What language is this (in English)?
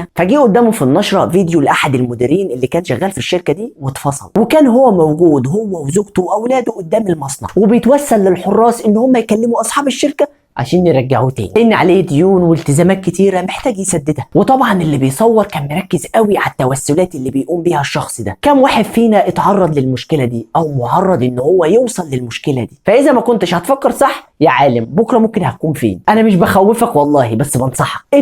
Egyptian Arabic